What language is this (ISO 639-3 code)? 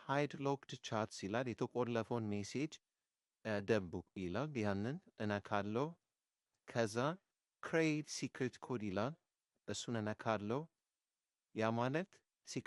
amh